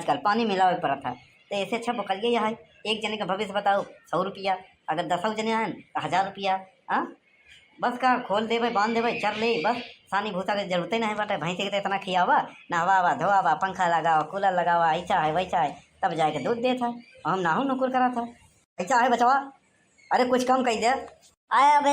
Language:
Awadhi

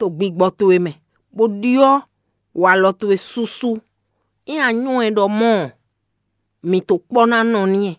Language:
Fon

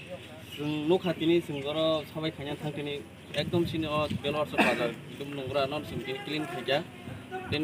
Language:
Kok Borok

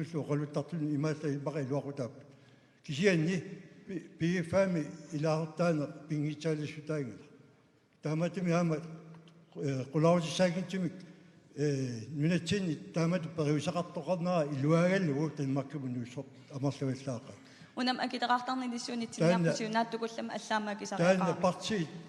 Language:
Kalaallisut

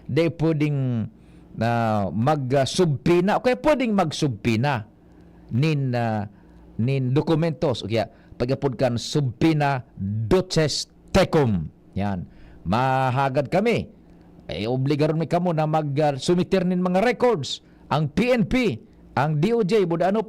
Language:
Bikol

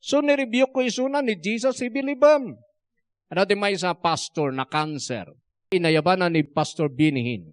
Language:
Iloko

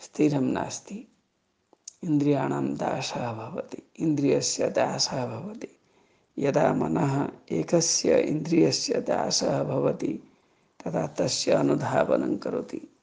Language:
Sanskrit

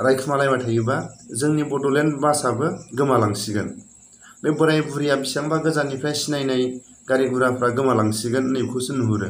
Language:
Bodo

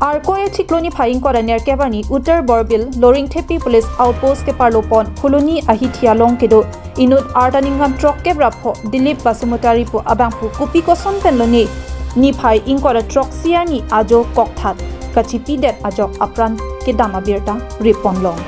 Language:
Karbi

